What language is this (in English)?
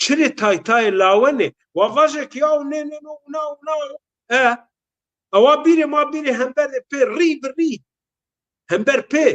Zaza